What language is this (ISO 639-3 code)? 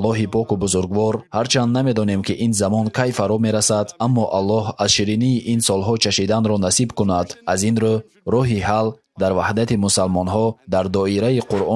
tgk